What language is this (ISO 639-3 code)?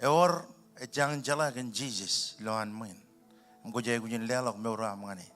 mah